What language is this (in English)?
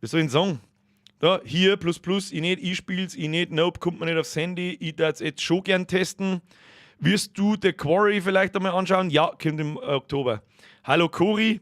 Bavarian